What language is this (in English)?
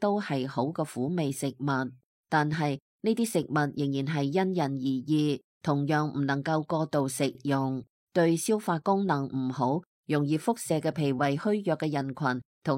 Cantonese